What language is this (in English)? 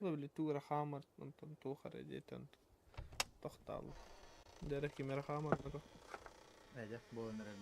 Yakut